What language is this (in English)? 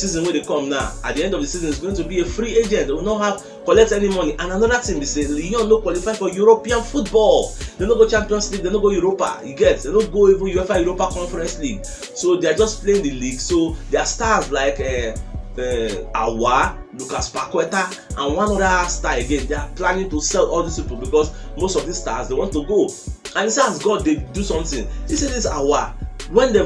Nigerian Pidgin